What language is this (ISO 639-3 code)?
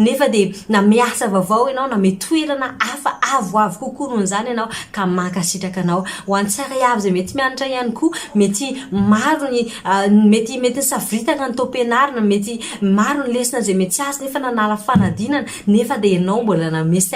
mlg